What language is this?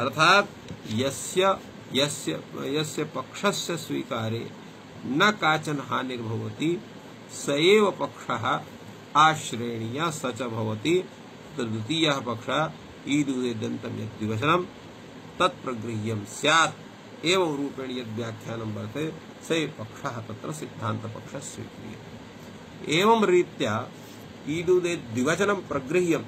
Sanskrit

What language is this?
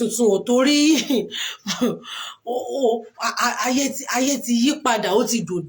Yoruba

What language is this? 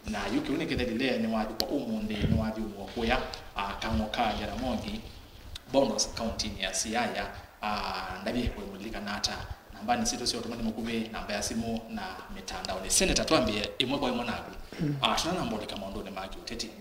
Kamba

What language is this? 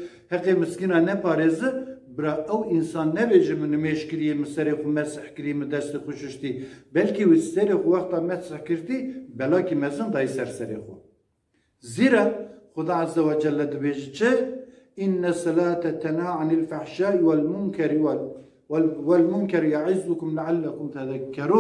Kurdish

